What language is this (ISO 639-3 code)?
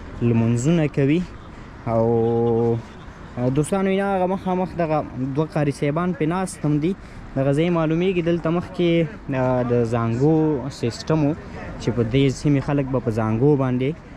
pus